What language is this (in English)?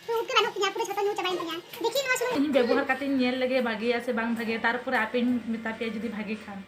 Santali